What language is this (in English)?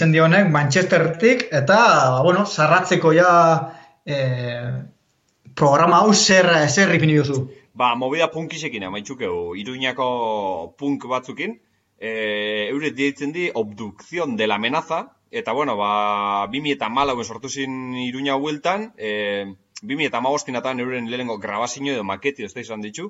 Basque